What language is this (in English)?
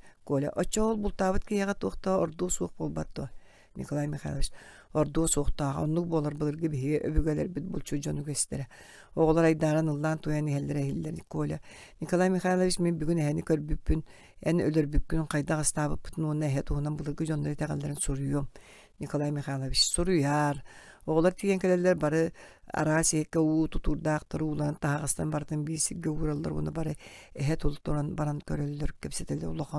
Yakut